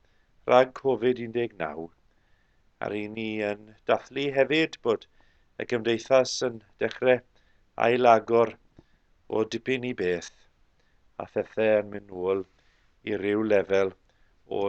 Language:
Welsh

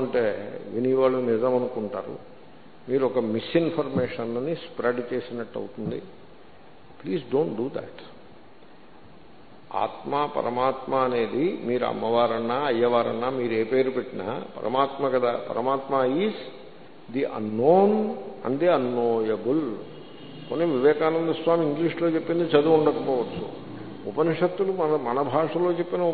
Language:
Telugu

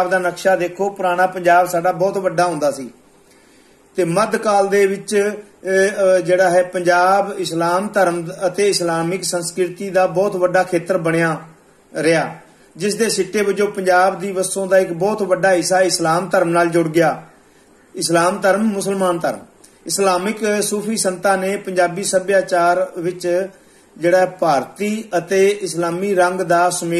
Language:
Punjabi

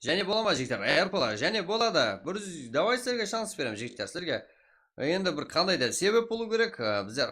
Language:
Kara-Kalpak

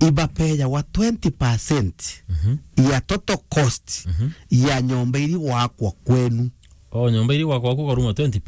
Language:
Meru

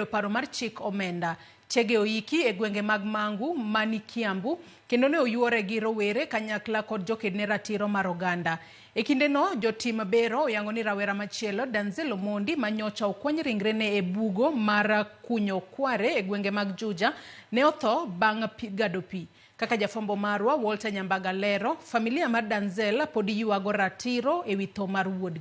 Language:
Luo (Kenya and Tanzania)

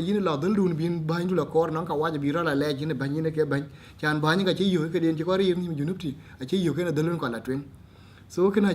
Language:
Dinka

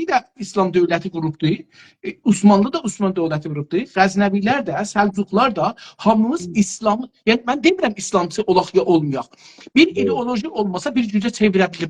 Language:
South Azerbaijani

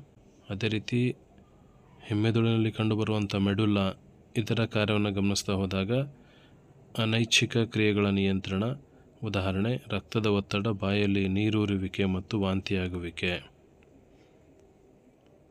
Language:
Kannada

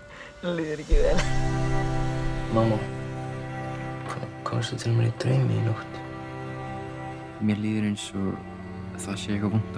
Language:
Icelandic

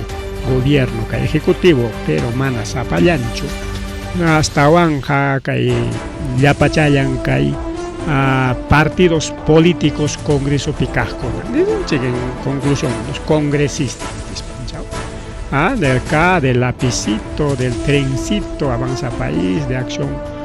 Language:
Ayacucho Quechua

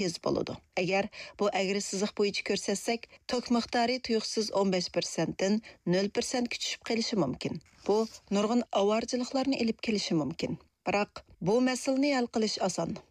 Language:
Uyghur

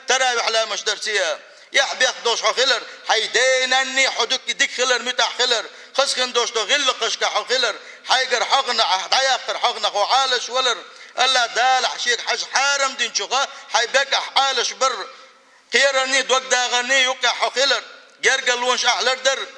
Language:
Chechen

